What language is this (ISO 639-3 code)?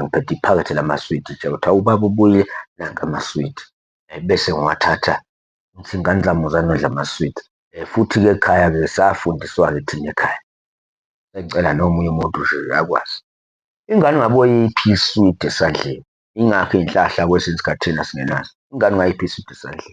zul